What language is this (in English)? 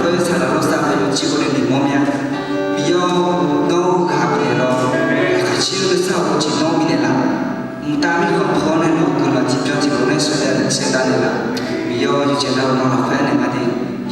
Akha